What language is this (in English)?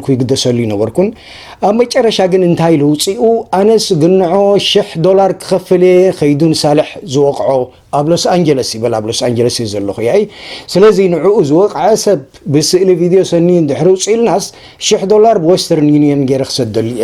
Tigrinya